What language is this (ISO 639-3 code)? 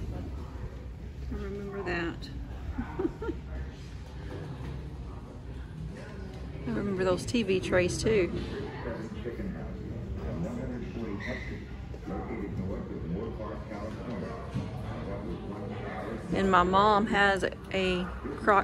eng